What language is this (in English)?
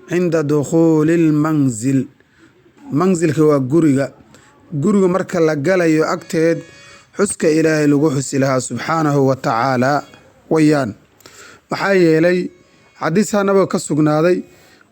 Somali